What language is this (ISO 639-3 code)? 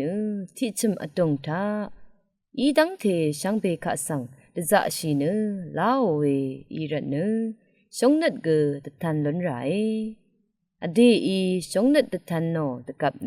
raw